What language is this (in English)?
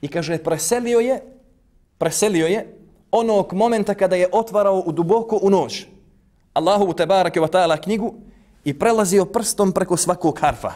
Bosnian